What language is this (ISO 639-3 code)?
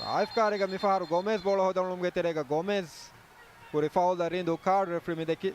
div